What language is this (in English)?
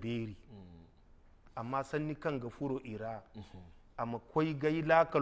Zarma